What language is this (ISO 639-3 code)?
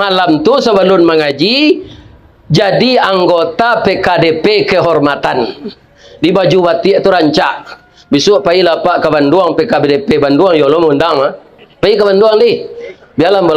min